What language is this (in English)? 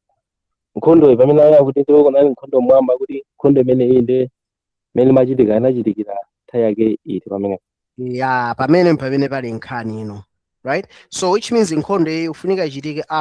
Nyanja